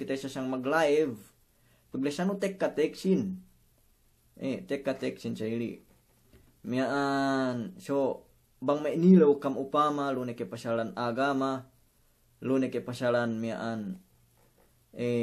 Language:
Yakan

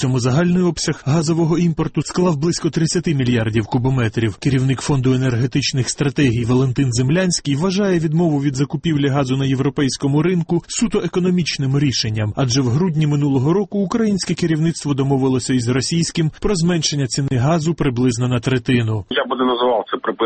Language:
Ukrainian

